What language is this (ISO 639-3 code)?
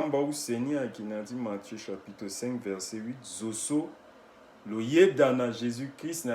sag